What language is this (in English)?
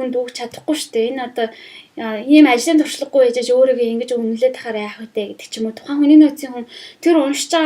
Mongolian